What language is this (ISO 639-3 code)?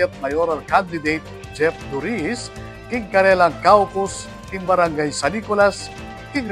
pam